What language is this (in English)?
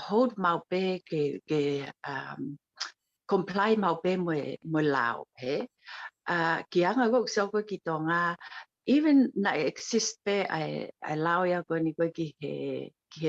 Tongan